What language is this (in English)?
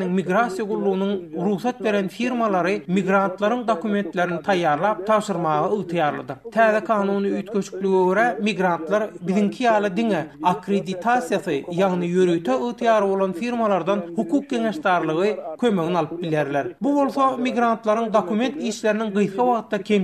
Turkmen